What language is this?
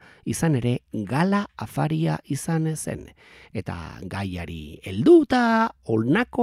Basque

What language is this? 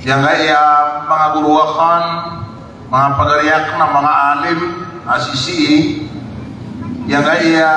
Maranao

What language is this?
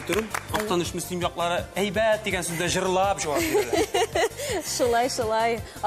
Tatar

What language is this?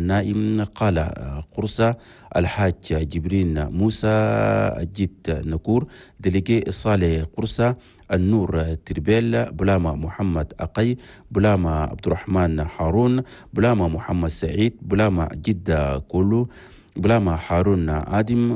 Chadian Arabic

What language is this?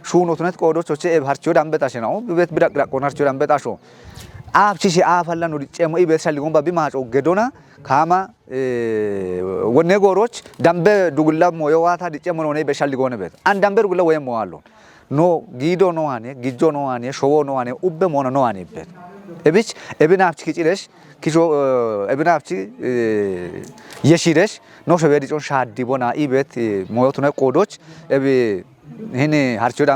Kafa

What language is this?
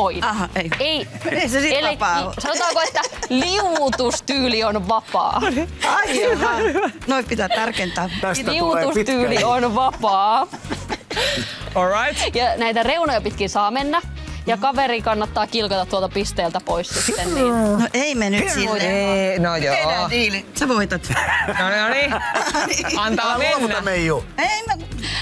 Finnish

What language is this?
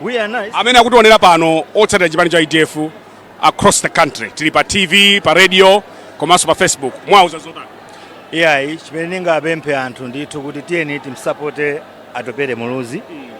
Nyanja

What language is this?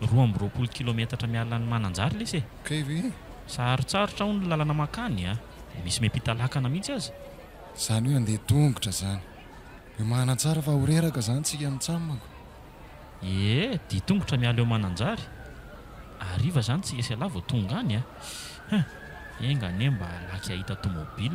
Malagasy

